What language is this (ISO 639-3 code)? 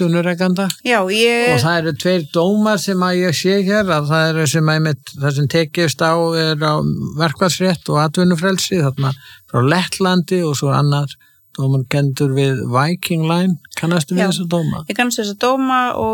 isl